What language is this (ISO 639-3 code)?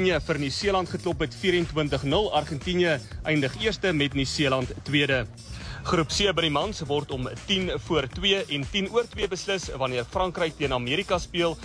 afr